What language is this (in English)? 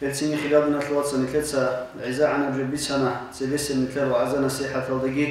Avaric